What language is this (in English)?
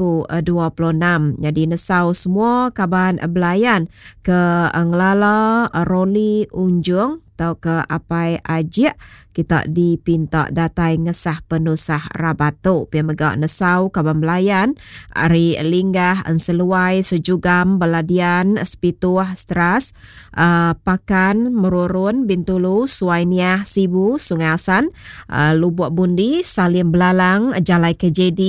Iban